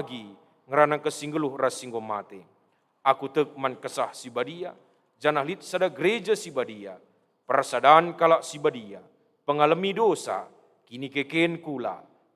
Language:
Batak Karo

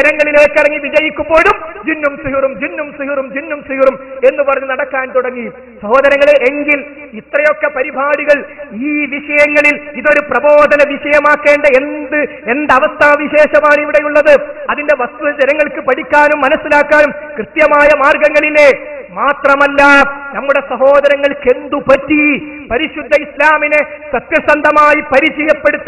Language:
Malayalam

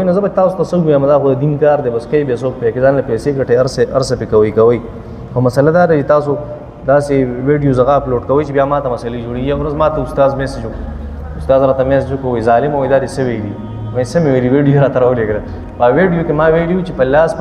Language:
Pashto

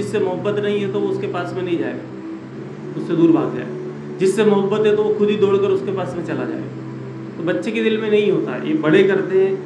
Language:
Urdu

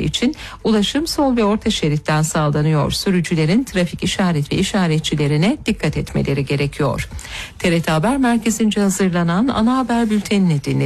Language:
Turkish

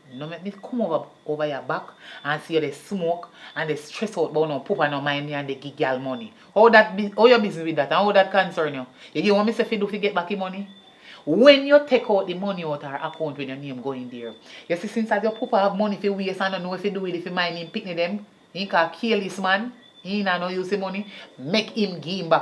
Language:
Jamaican Creole English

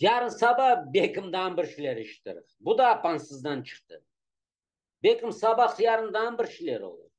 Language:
Crimean Tatar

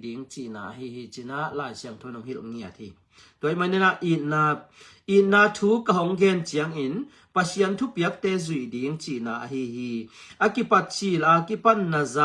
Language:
Tedim Chin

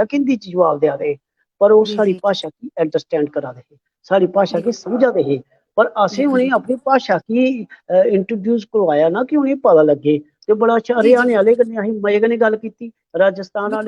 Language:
Dogri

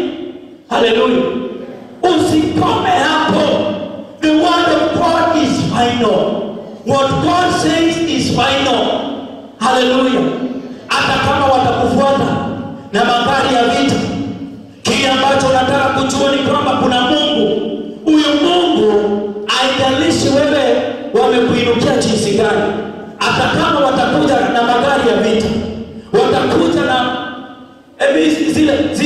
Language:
Swahili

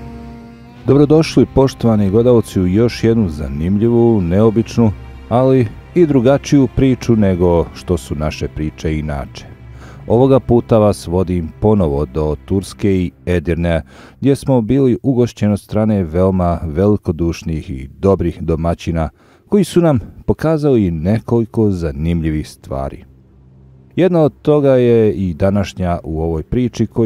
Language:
Bosnian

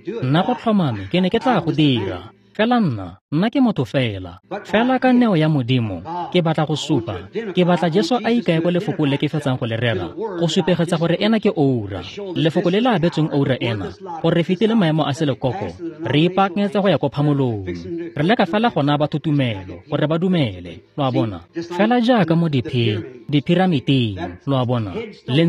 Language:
Tswana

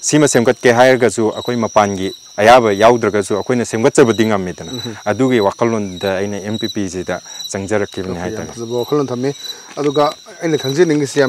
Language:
Manipuri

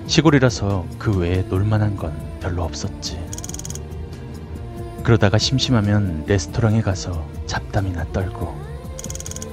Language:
Korean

